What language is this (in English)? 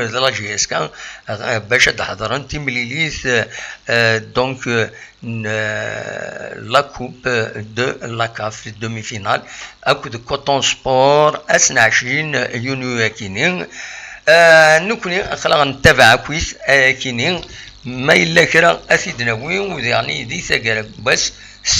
Kabyle